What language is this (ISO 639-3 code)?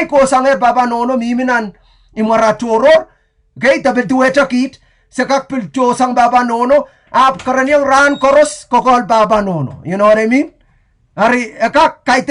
pon